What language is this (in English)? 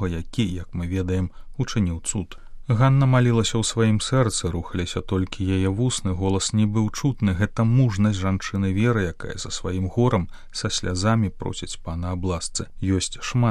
Belarusian